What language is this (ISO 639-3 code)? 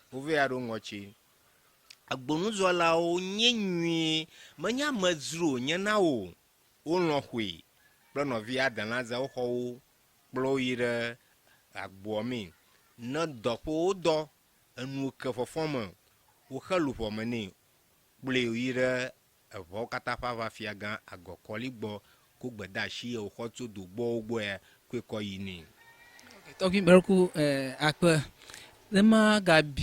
ewe